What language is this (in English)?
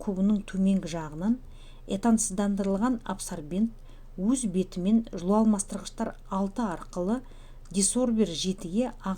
Kazakh